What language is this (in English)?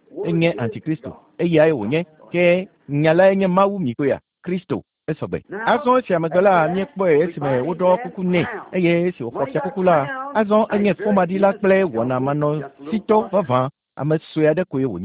Ewe